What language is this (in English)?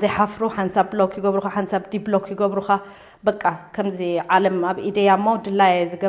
Tigrinya